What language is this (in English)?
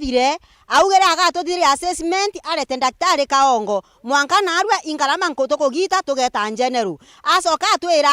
Meru